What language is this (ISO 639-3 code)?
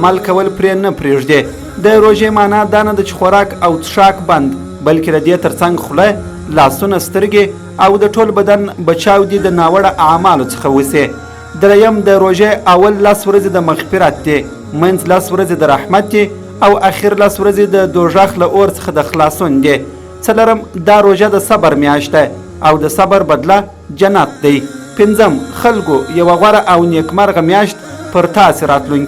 pus